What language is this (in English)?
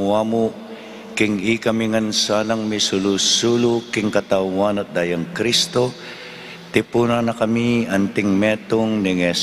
Pampanga